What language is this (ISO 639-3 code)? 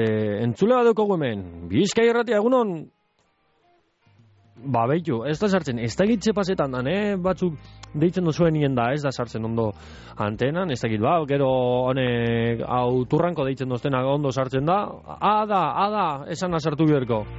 eus